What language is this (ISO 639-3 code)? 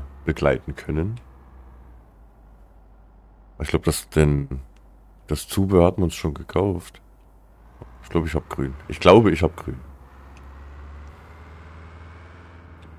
deu